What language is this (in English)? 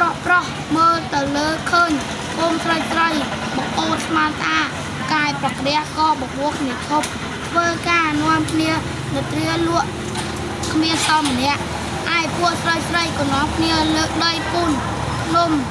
Khmer